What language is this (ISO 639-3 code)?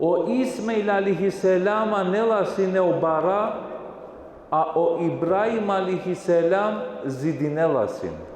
rmn